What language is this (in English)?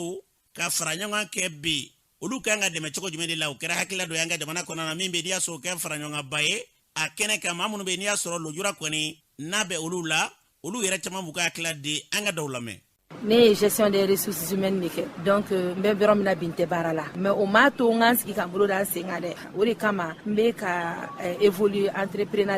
Bambara